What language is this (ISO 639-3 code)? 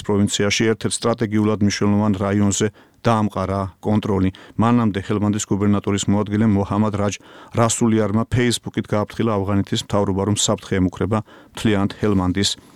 kat